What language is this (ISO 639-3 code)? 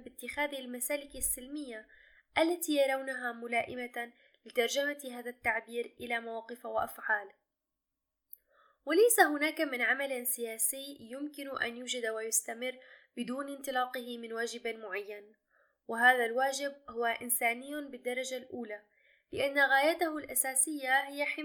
ara